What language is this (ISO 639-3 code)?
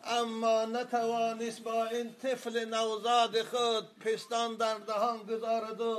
tgk